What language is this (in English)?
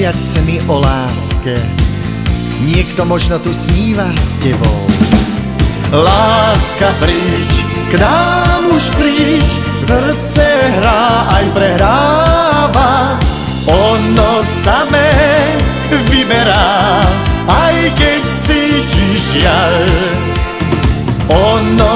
Slovak